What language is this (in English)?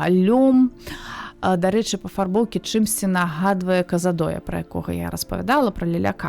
Belarusian